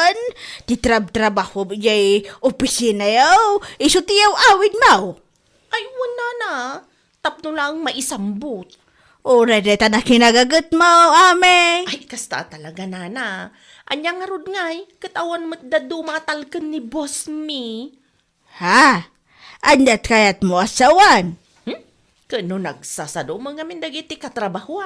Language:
Iloko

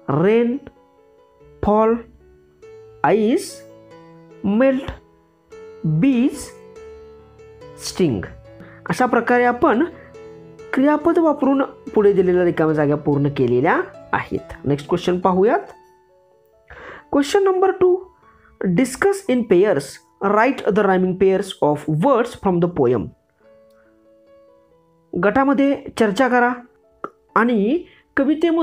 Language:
Marathi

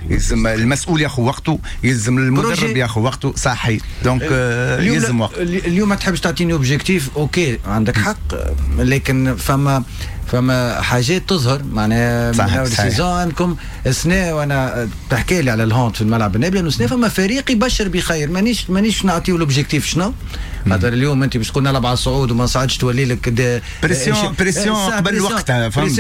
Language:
Tunisian Arabic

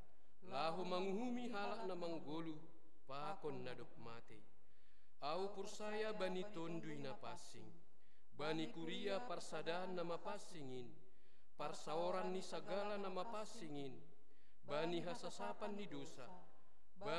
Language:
Batak Simalungun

